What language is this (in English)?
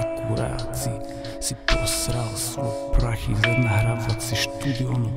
Slovak